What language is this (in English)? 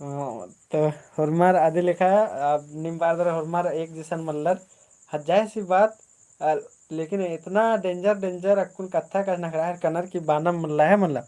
Kurukh